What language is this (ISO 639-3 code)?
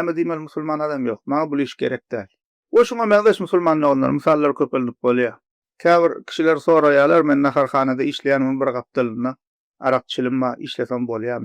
tuk